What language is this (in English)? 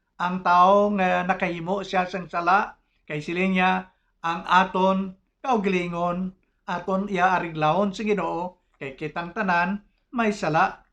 Hiligaynon